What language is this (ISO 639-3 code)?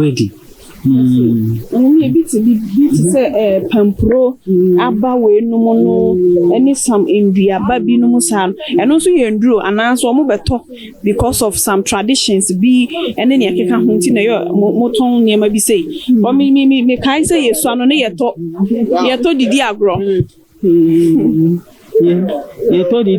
aka